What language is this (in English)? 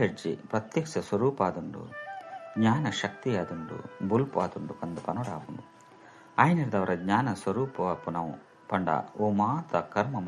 Tulu